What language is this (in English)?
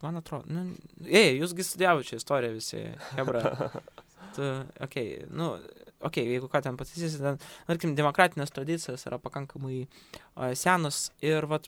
Lithuanian